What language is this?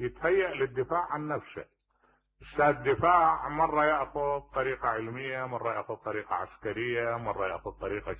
Mesopotamian Arabic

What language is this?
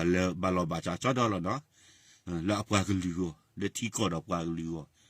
S'gaw Karen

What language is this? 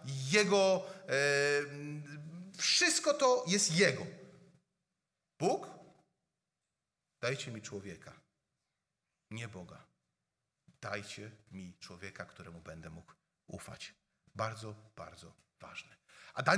Polish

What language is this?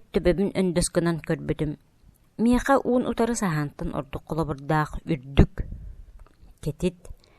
Yakut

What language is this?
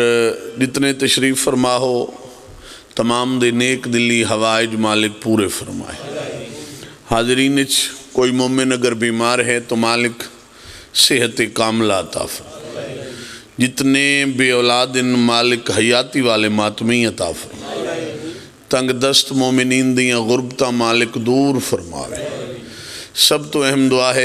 Pahari-Potwari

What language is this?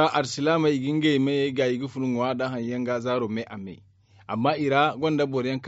Zarma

